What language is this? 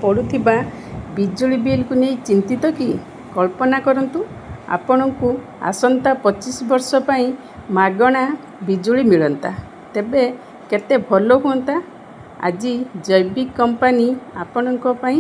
Odia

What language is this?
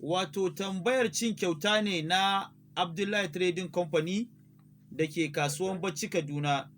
Hausa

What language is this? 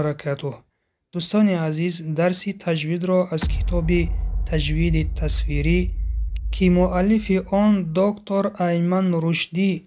Tajik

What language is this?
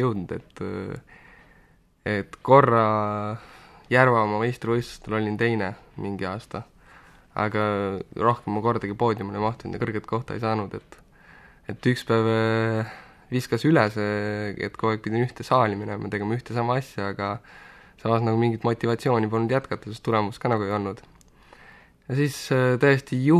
Estonian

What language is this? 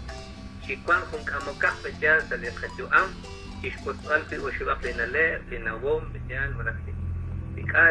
Kekchí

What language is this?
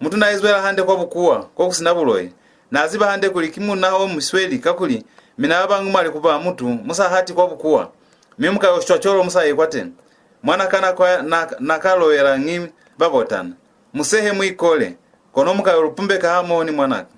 Lozi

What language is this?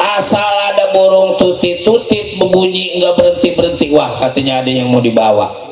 Betawi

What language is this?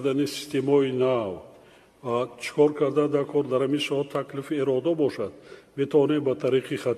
Tajik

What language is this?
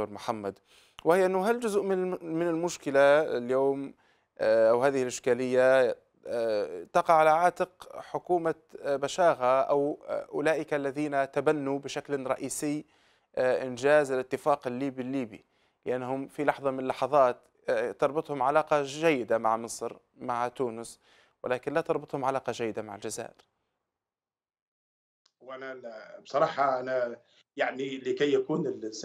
Arabic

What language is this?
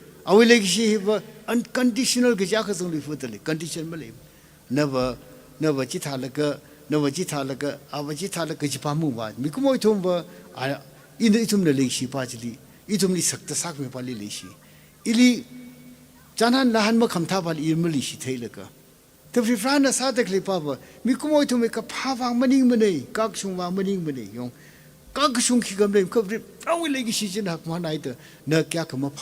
Tangkhul Naga (India)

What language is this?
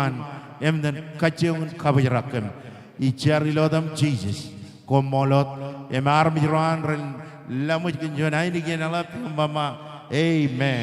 Marshallese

